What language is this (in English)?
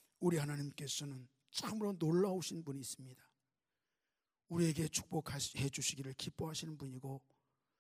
Korean